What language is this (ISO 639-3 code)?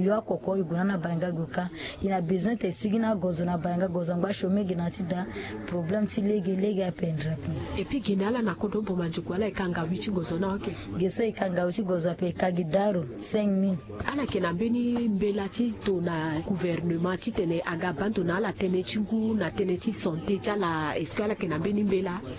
sag